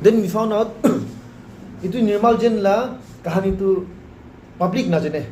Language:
Naga Pidgin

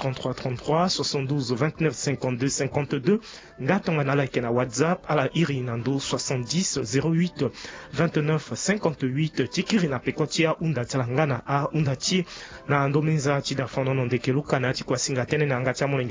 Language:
Sango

